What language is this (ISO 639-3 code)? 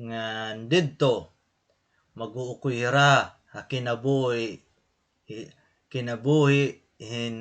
war